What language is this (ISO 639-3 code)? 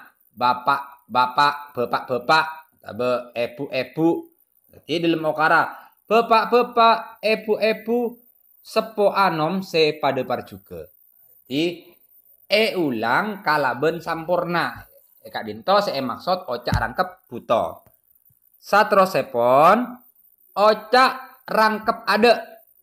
mad